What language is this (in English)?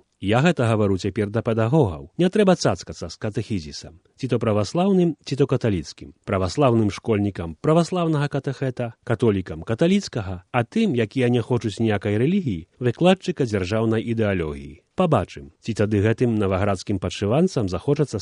Belarusian